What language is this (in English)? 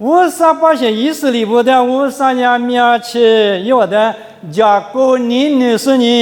Lisu